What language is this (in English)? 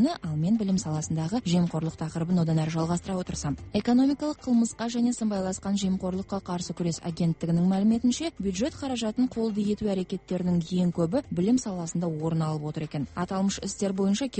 Kazakh